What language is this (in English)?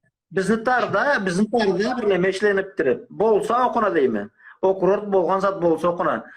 Karachay-Balkar